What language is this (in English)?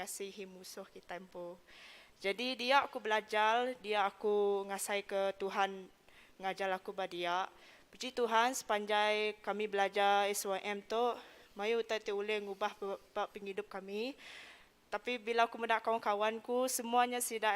Iban